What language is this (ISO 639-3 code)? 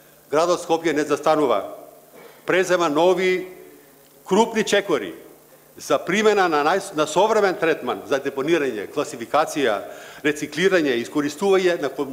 mkd